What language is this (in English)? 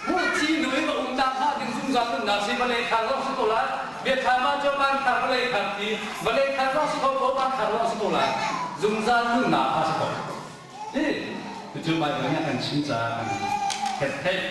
Hakha Chin